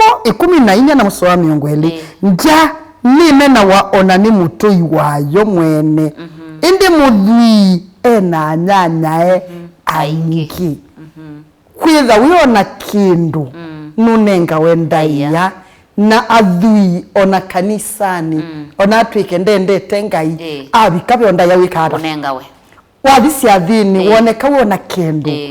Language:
Kamba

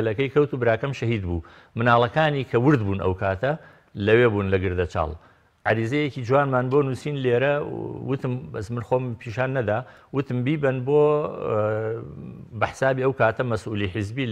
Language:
Central Kurdish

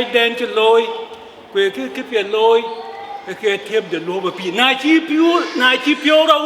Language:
Dinka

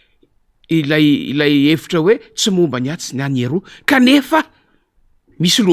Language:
Malagasy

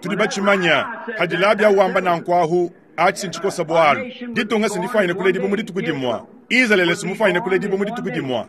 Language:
Luba-Lulua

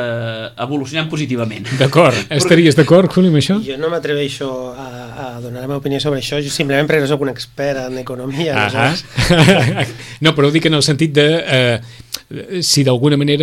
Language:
Catalan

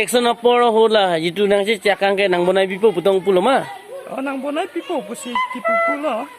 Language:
Karbi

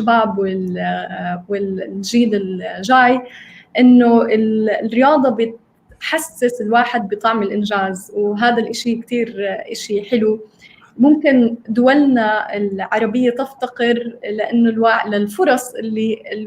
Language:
North Levantine Arabic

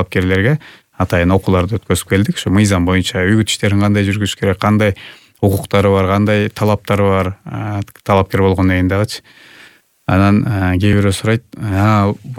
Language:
Kyrgyz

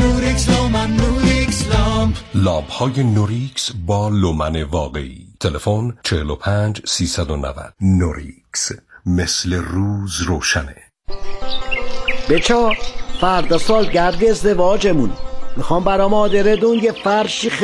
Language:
Persian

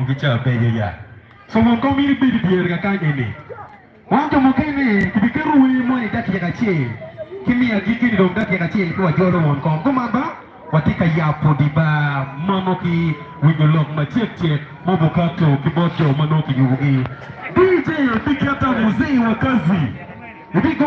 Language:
Acoli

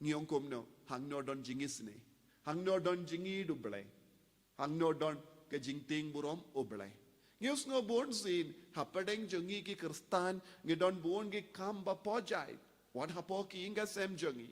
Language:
Khasi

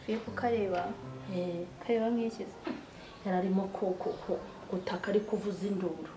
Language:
Kinyarwanda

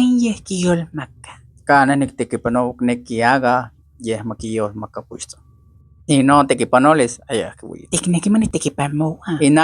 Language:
Isthmus-Mecayapan Nahuatl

